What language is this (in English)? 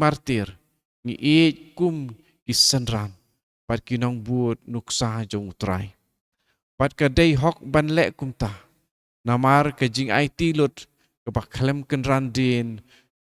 Khasi